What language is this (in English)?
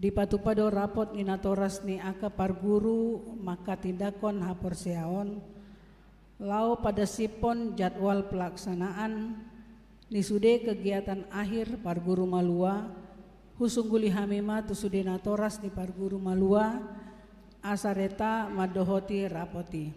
Batak Toba